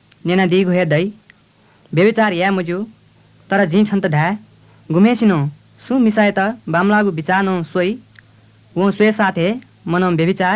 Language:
Newari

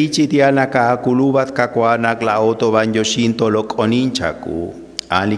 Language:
Kekchí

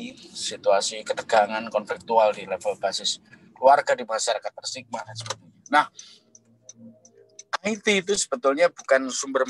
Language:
Indonesian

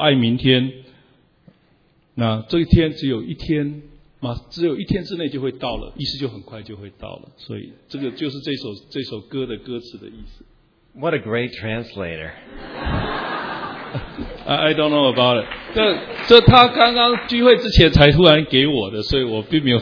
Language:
Chinese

